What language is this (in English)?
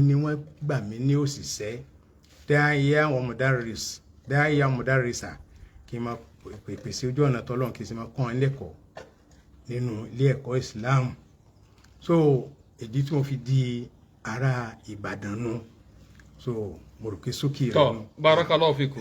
Yoruba